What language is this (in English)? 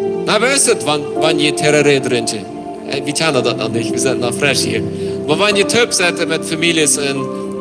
Plautdietsch